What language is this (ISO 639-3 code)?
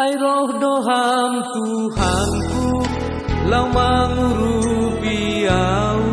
bts